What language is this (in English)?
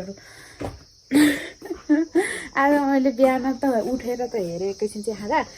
Nepali